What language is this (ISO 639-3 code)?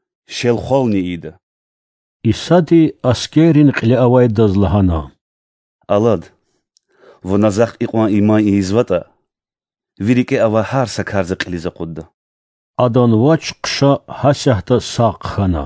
lez